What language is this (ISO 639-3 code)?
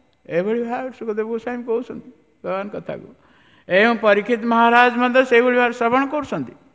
ori